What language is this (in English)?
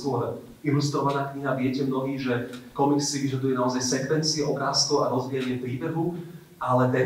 Slovak